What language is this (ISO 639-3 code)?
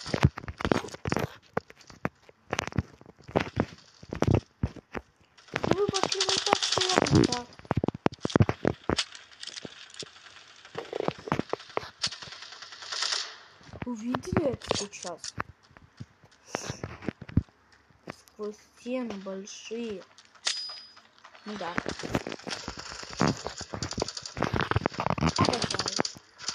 rus